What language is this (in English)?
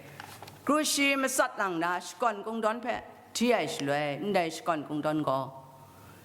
Kachin